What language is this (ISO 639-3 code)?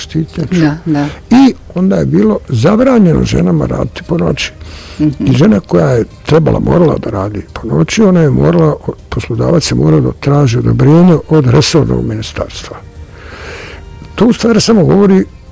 bos